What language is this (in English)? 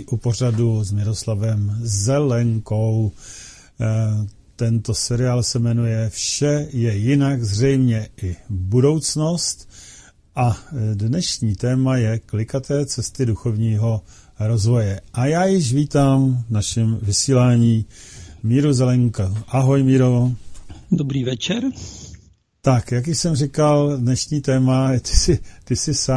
Czech